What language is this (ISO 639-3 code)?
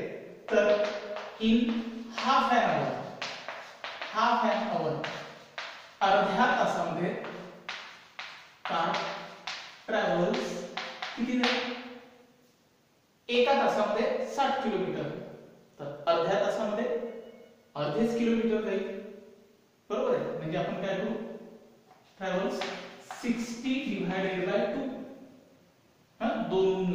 mar